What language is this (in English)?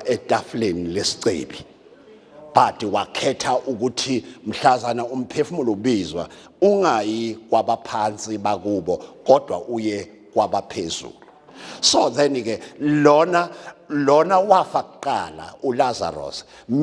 Zulu